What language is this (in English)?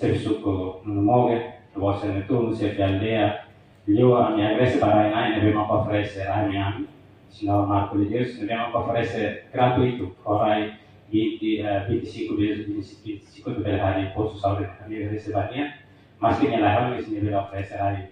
Tetum